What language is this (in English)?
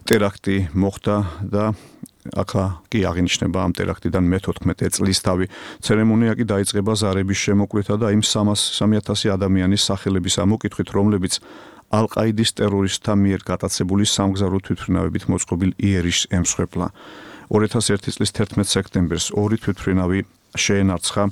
Georgian